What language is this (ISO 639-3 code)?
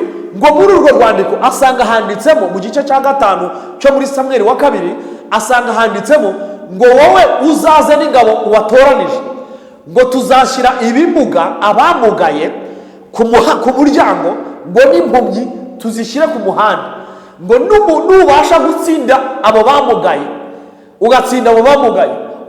kin